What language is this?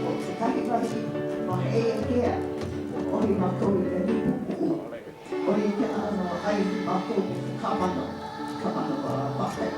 Hawaiian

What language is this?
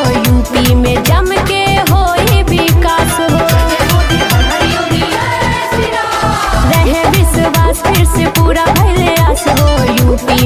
Bhojpuri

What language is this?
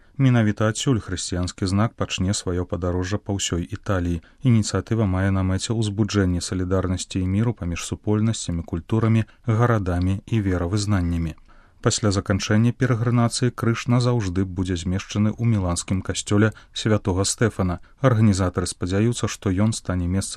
Belarusian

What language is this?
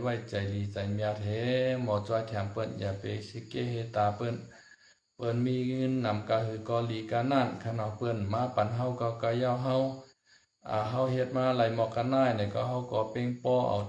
Shan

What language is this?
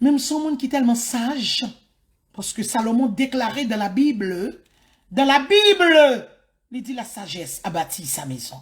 Haitian Creole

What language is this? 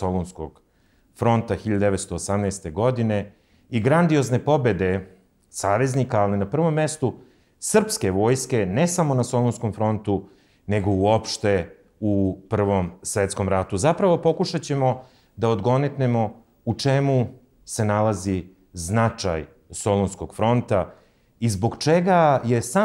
Serbian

